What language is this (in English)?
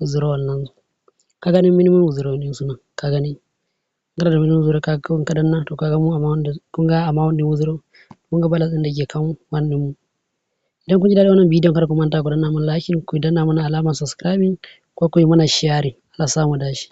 Hausa